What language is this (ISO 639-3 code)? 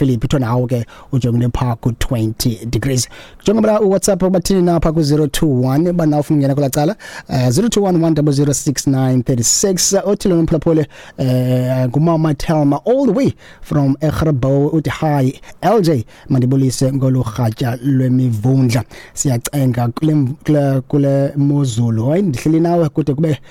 xho